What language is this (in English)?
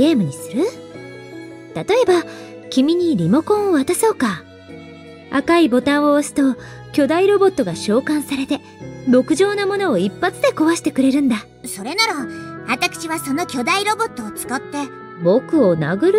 Japanese